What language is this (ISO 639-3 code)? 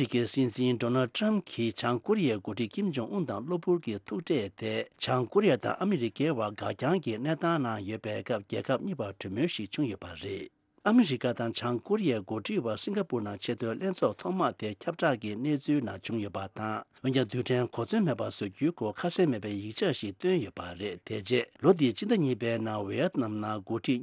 bod